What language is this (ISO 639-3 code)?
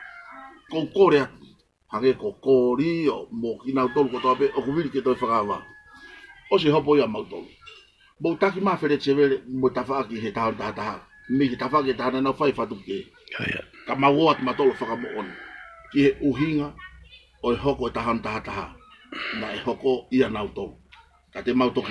ton